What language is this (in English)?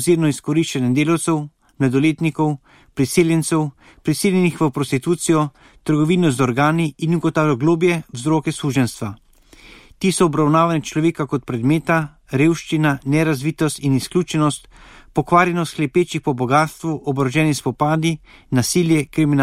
Slovenian